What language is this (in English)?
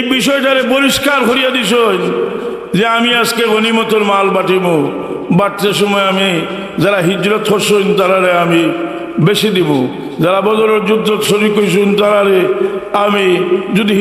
Sylheti